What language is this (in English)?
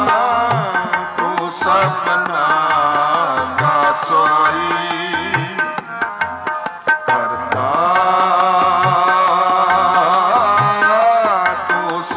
Punjabi